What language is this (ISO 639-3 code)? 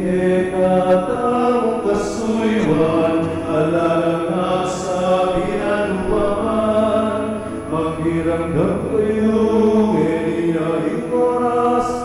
pam